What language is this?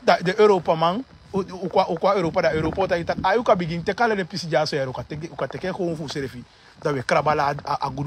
Sranan Tongo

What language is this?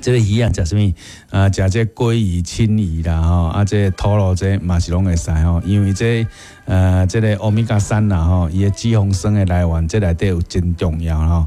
Min Nan Chinese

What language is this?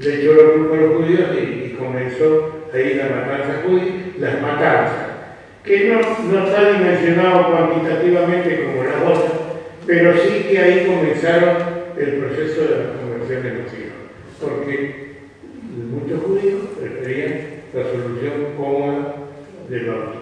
Ladino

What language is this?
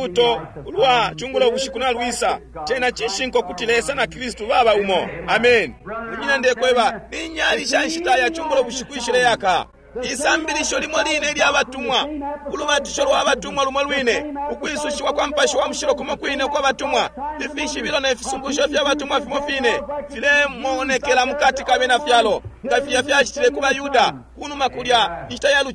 Bemba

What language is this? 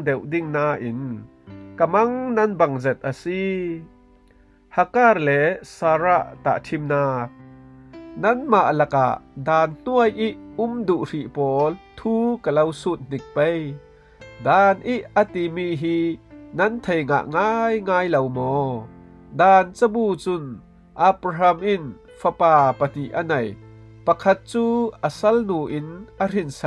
Falam Chin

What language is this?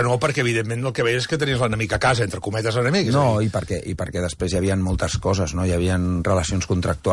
Catalan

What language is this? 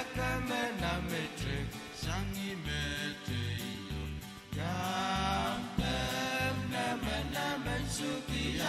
Pohnpeian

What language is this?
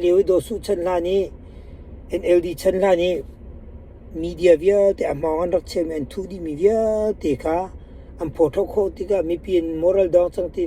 Hakha Chin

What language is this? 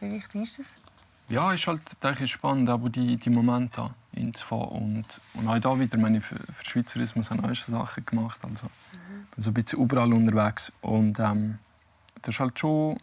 Swiss German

